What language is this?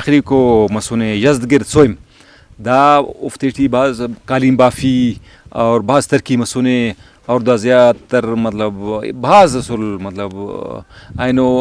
Brahui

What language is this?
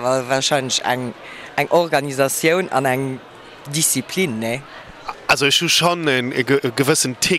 Luxembourgish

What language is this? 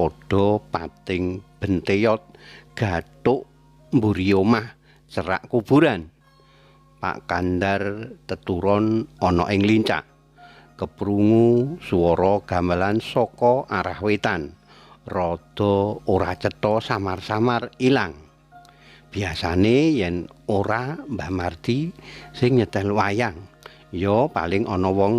Javanese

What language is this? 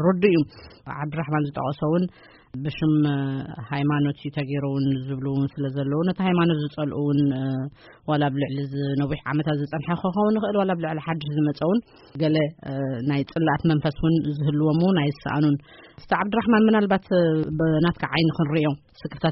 Tigrinya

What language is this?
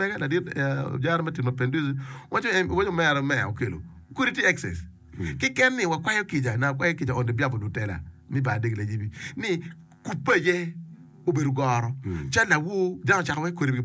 Acoli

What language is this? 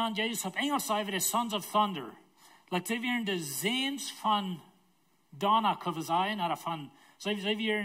Plautdietsch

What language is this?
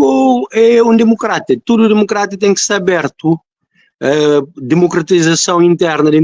Kabuverdianu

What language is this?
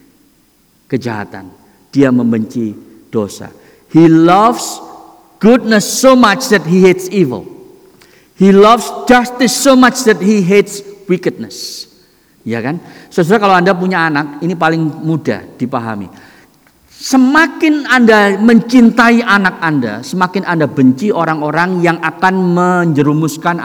Indonesian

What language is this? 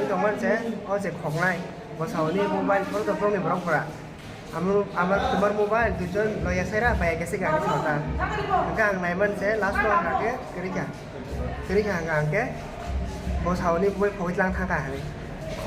Kok Borok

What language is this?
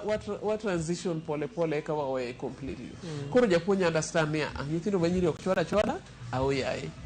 Luo (Kenya and Tanzania)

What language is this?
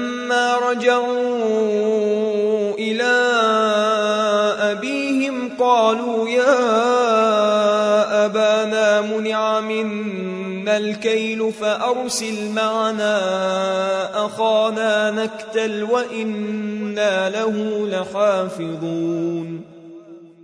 Arabic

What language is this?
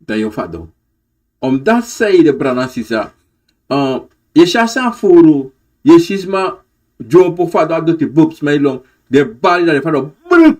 Sranan Tongo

